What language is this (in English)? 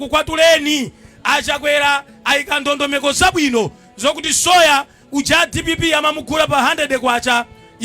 Nyanja